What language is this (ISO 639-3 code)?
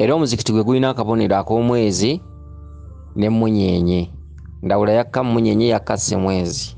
lug